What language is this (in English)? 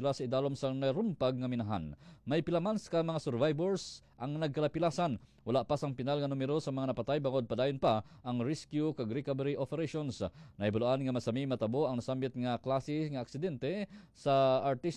Hiligaynon